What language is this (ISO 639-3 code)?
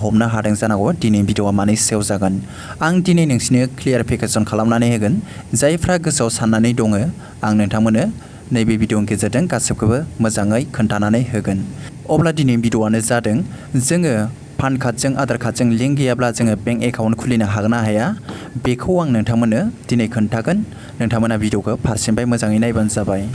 brx